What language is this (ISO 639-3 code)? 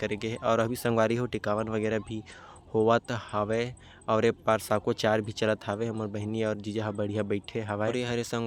hne